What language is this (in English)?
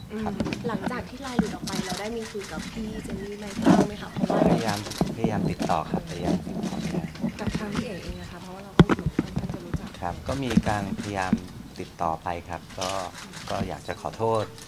Thai